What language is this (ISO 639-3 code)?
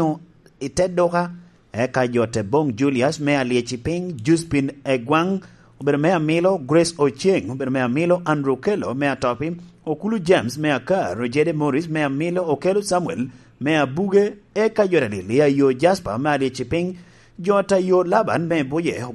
laj